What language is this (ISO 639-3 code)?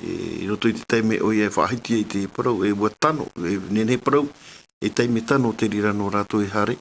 tah